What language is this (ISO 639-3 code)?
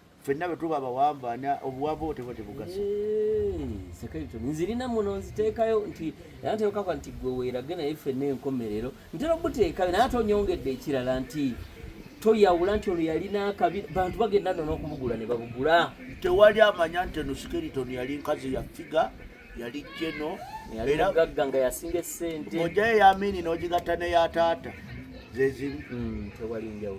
lug